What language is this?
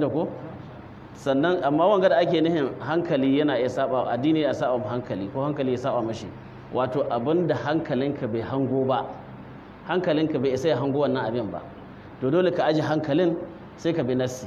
Hausa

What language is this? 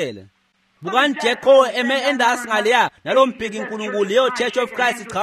Swati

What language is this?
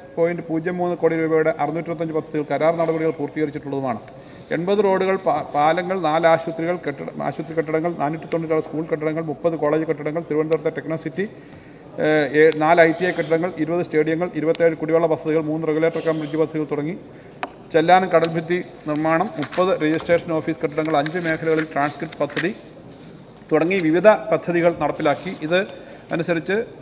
Malayalam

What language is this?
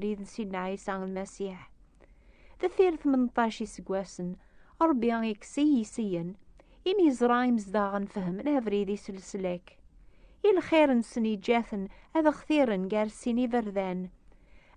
Kabyle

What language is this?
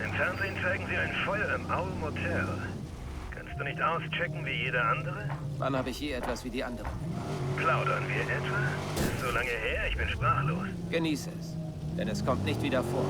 Bavarian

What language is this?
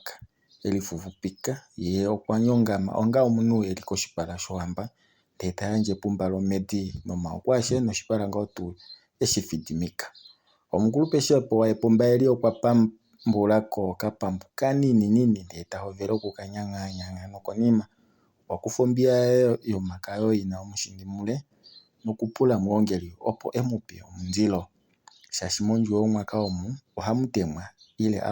Kuanyama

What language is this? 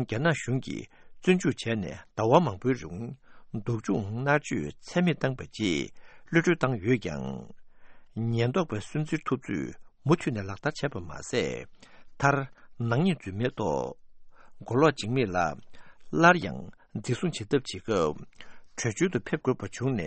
Tibetan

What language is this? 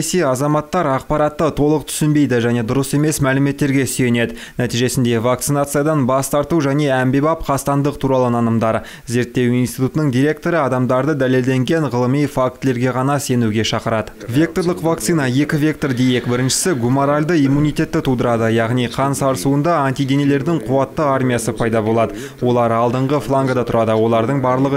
Kazakh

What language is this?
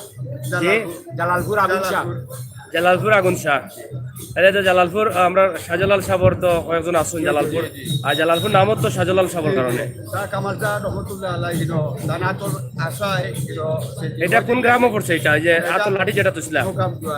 Sylheti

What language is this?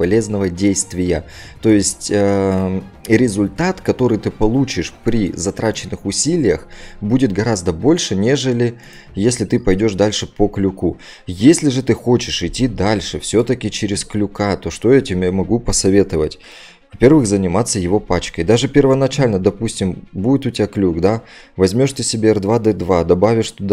Russian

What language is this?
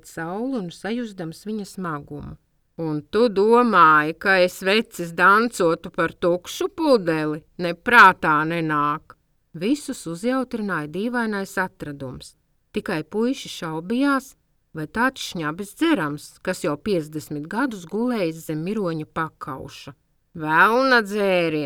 Latvian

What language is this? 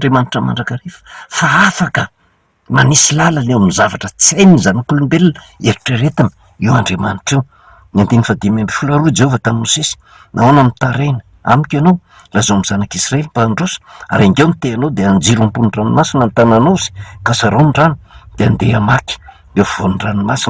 Malagasy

